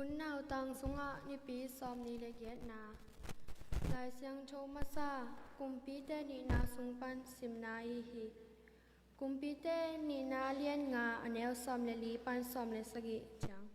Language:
Tedim Chin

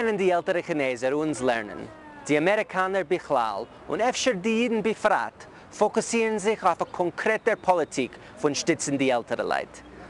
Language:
Yiddish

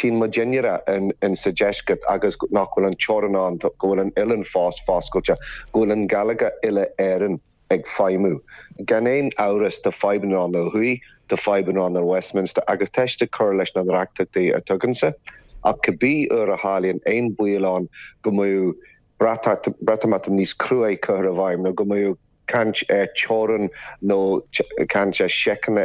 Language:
Irish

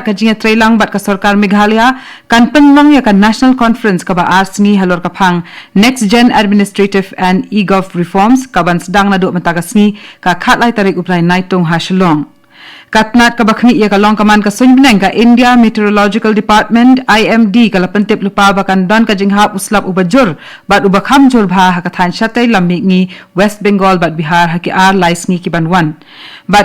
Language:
Khasi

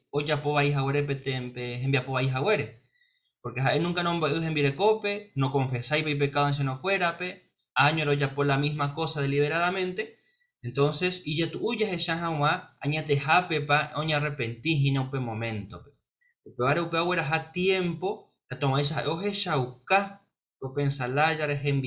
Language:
Guarani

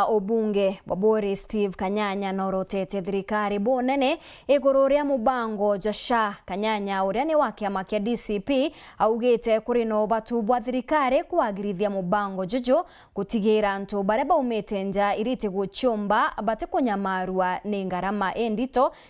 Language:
Meru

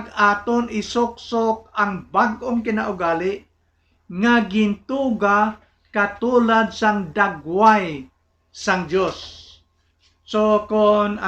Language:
Hiligaynon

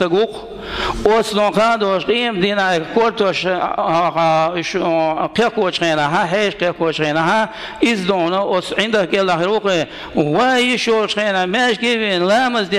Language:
Chechen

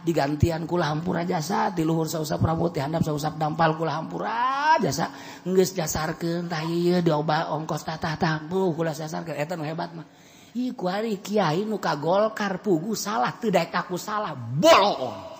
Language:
Sundanese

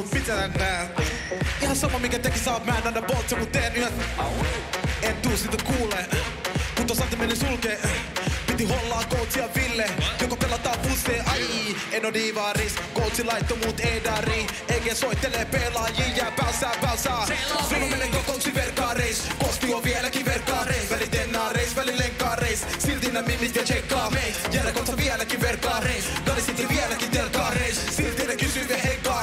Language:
Finnish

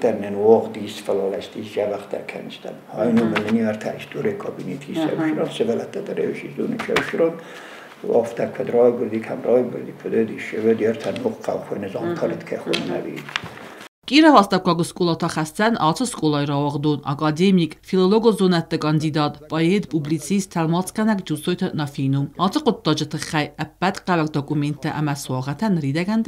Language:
Ossetic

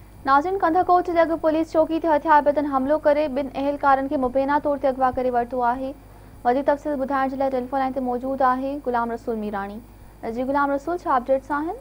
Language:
Sindhi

